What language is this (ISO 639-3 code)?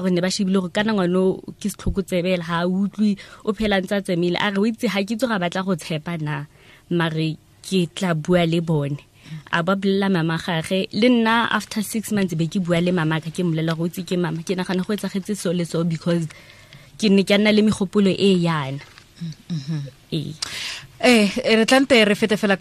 tsn